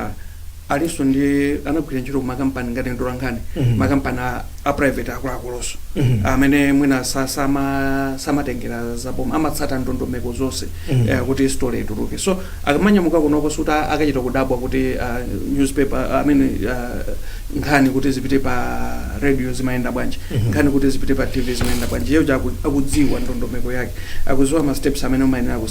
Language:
Nyanja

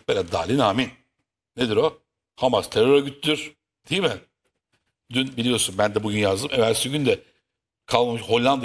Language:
Turkish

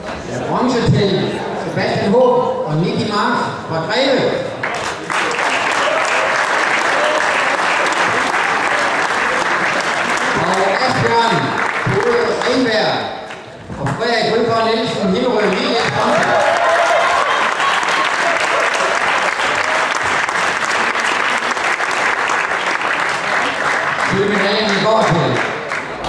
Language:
Danish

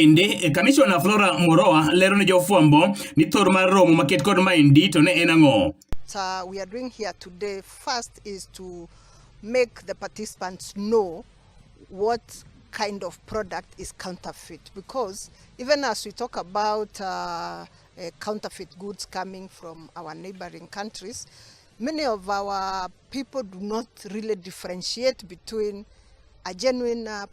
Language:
Luo (Kenya and Tanzania)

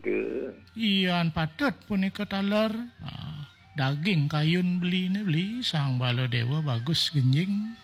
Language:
Balinese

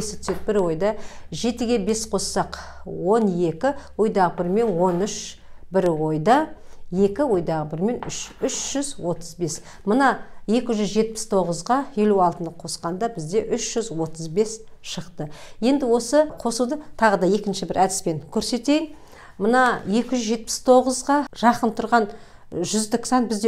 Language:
Kazakh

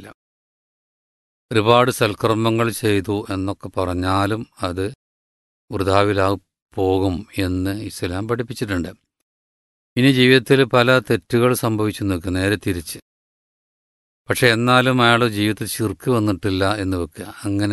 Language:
Malayalam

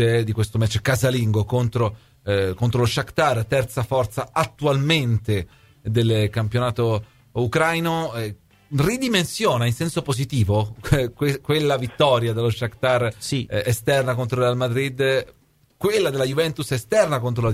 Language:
Italian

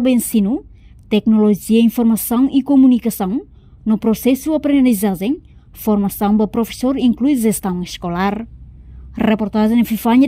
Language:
Tetum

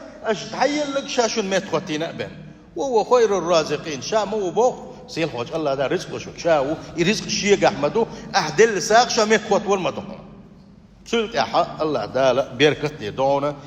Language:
Chechen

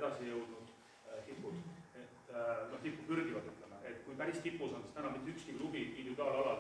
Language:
Estonian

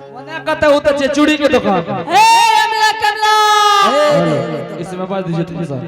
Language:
Angika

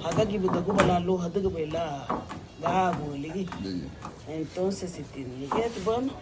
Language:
Garifuna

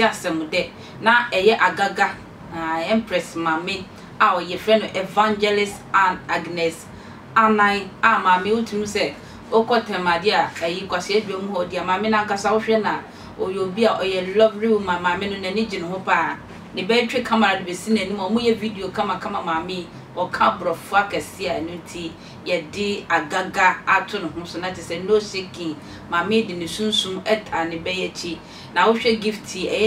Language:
Akan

